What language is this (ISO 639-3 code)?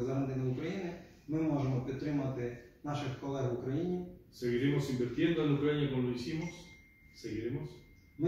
ukr